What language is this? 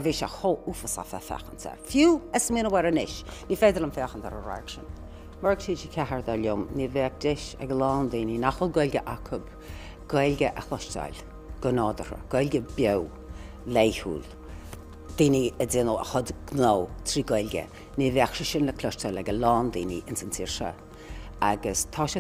Irish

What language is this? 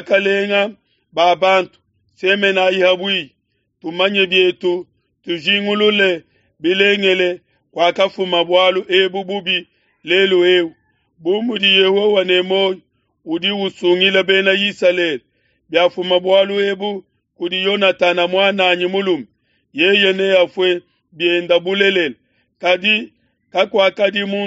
Luba-Lulua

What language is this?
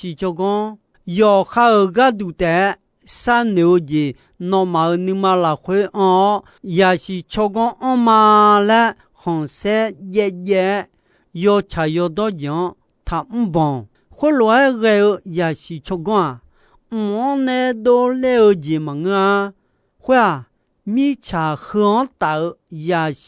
Akha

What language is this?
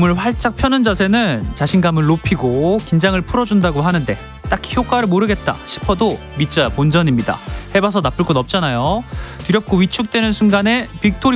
Korean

